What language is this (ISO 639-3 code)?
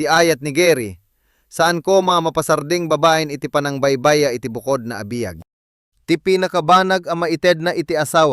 ilo